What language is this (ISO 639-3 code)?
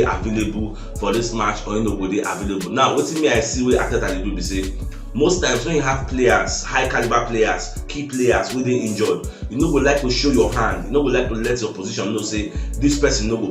pcm